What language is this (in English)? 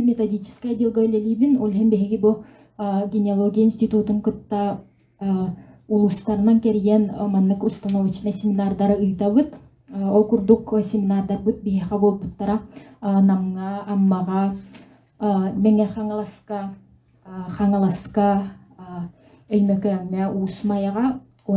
Yakut